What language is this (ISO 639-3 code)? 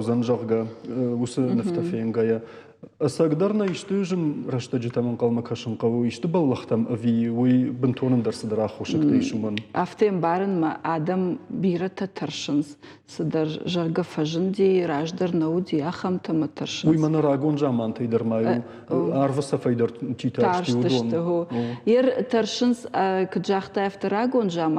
oss